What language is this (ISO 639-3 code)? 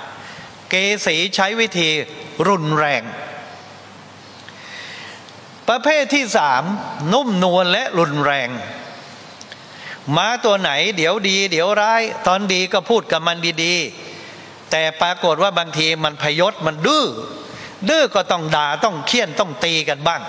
tha